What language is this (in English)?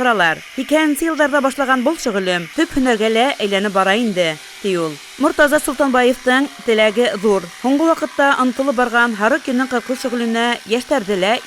Bashkir